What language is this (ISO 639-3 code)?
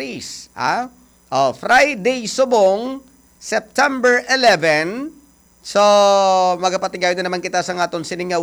hil